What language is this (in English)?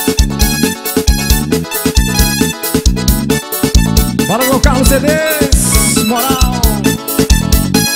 Portuguese